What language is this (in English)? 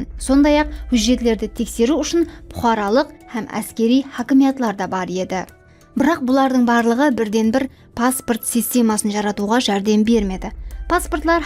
Kara-Kalpak